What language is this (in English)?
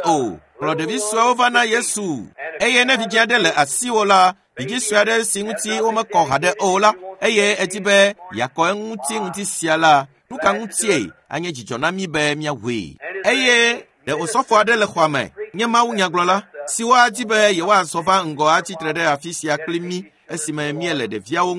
Ewe